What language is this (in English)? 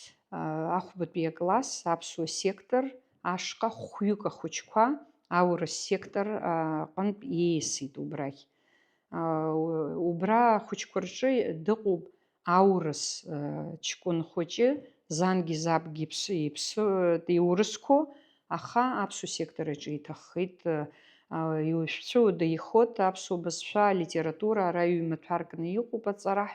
Abkhazian